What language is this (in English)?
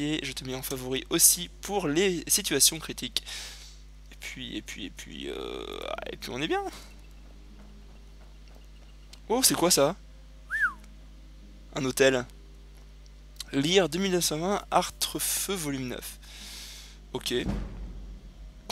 French